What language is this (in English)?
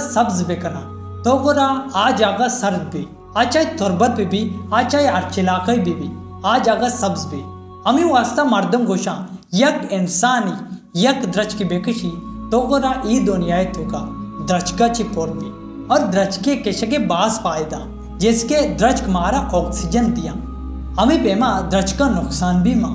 Baluchi